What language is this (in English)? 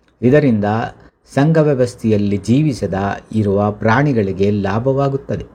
Kannada